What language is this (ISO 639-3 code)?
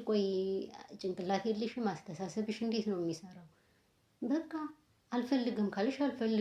amh